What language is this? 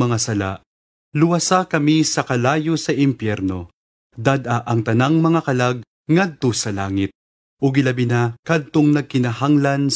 Cebuano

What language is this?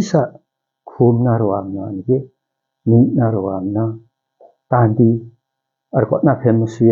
Limbu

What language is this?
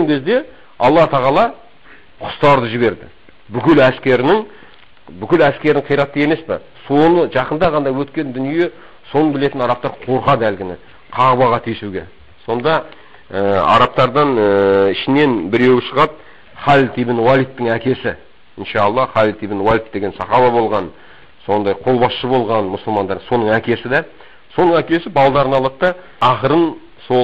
Kazakh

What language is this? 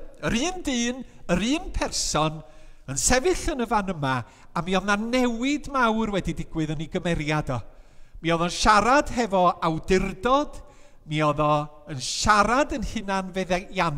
Welsh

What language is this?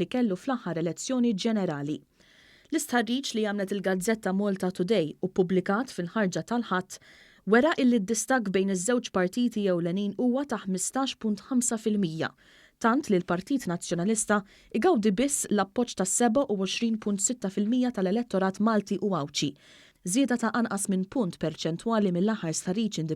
Maltese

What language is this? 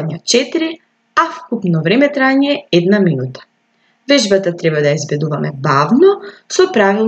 Macedonian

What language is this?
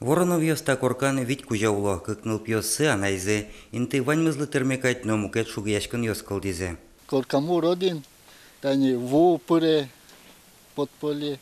Udmurt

